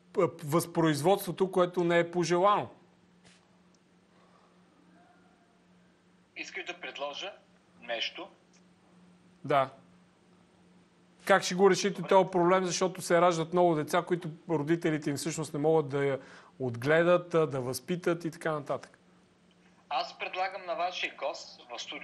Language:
Bulgarian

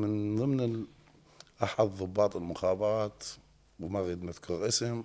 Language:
Mesopotamian Arabic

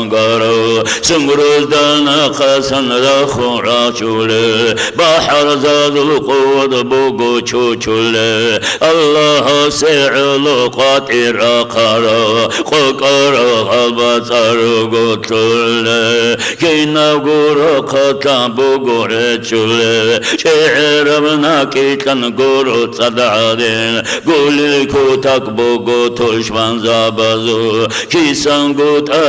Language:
Avaric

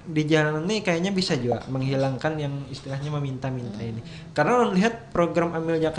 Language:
Banjar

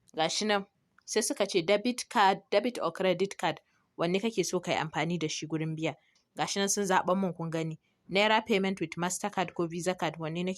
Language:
Hausa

